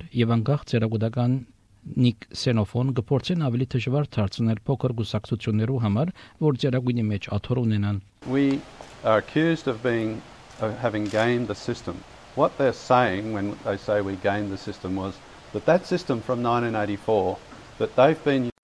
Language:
Armenian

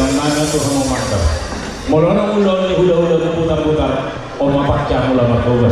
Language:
Batak Toba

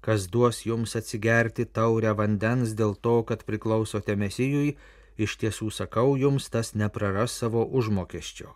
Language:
Lithuanian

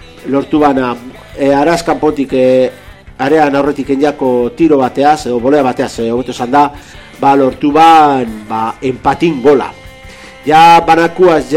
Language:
Basque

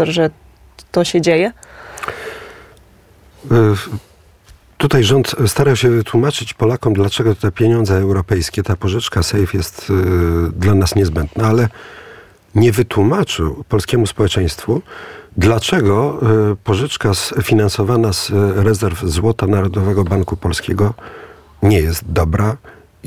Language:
Polish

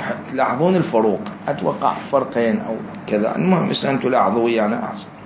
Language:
Mesopotamian Arabic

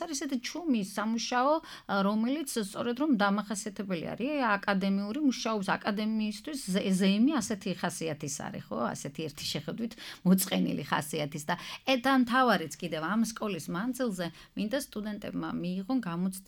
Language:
Georgian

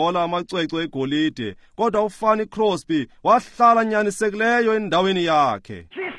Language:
Xhosa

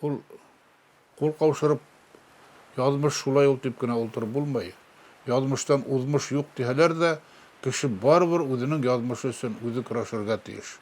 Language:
Bashkir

